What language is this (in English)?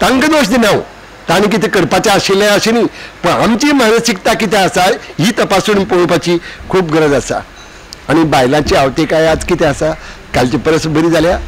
Konkani